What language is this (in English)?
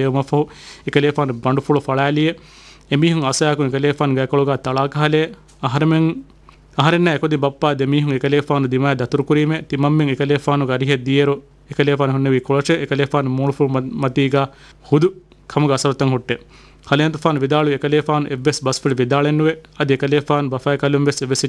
Divehi